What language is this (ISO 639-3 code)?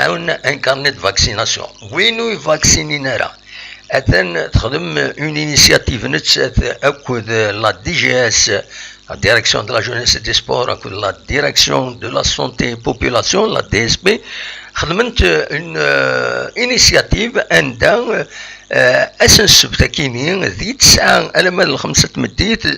kab